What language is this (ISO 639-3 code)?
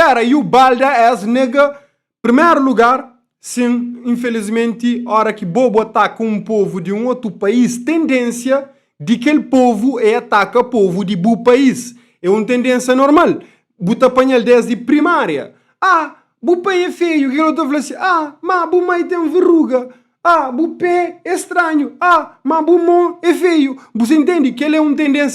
kea